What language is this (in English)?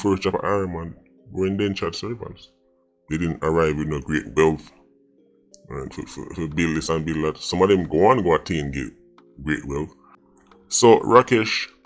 Jamaican Creole English